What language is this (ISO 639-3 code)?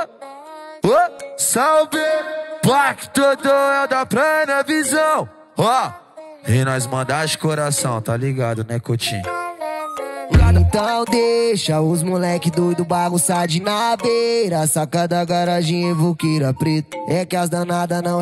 por